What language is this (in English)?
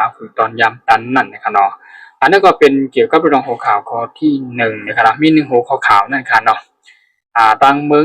Shan